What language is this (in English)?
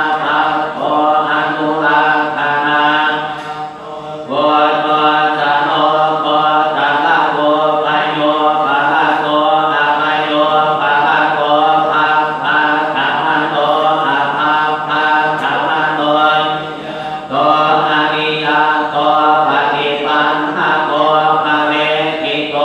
Pali